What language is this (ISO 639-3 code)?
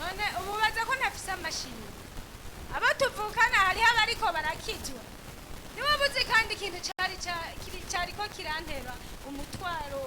run